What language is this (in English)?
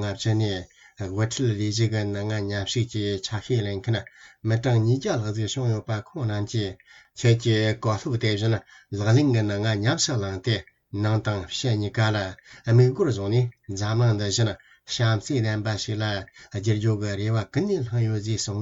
Tibetan